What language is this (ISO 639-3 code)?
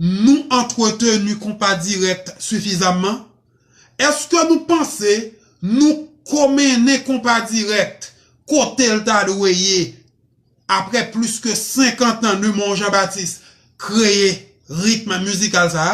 hat